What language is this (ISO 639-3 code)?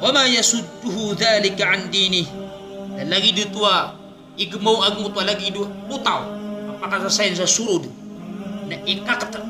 mrw